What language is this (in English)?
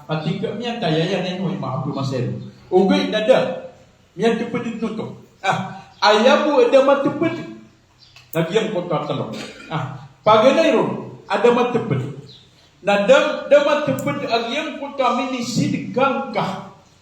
Maranao